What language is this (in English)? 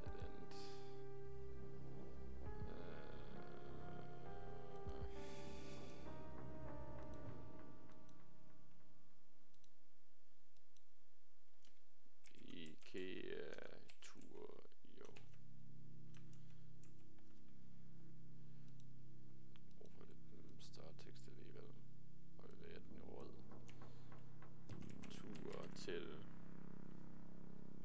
Danish